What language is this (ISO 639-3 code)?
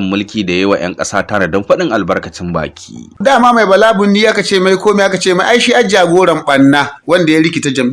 hau